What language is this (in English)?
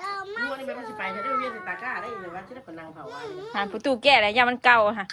Northeastern Thai